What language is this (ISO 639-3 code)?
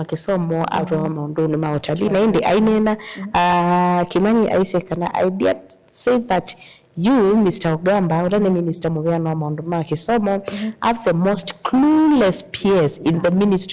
kam